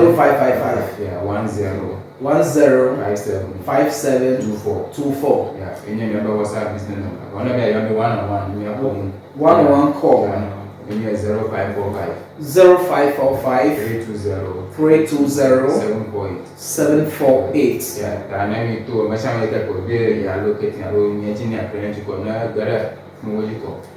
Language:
Ewe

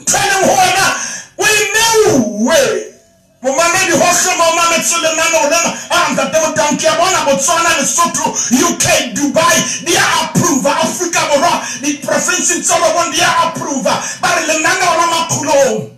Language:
Southern Sotho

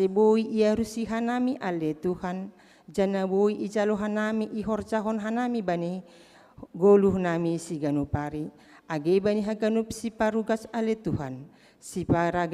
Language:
Batak Simalungun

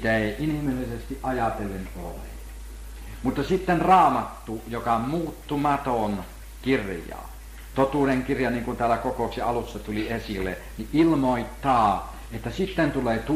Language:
Finnish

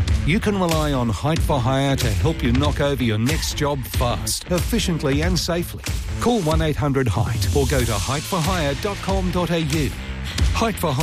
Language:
English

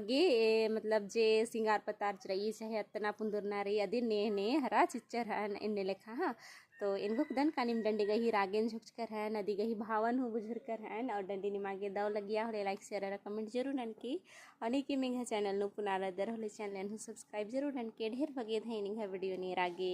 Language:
Kurukh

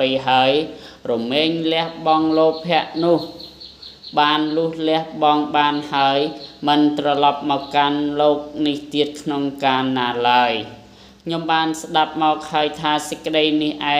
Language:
Khmer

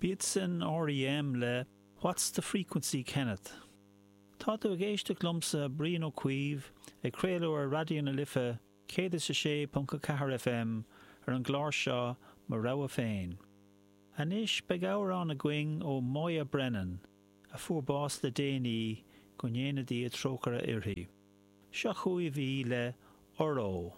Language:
Irish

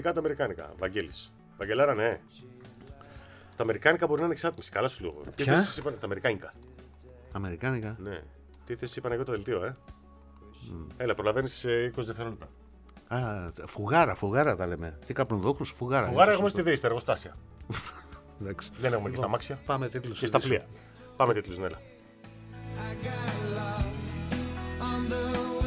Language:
Greek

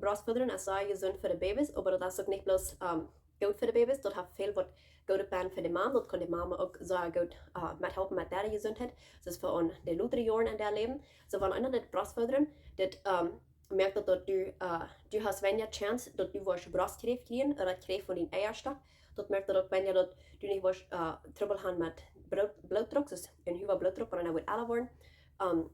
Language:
Plautdietsch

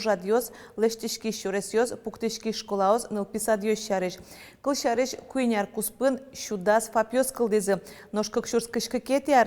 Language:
Udmurt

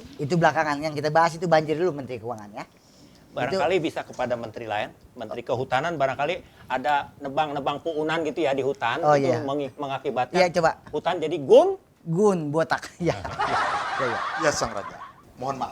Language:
Betawi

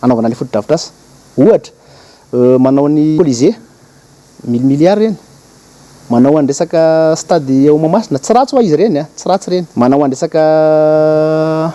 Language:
Malagasy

